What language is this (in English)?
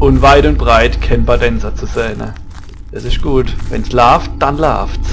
Palatine German